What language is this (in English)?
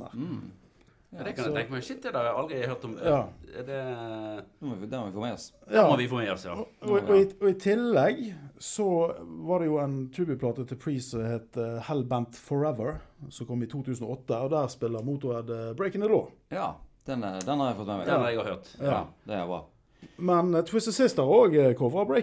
Norwegian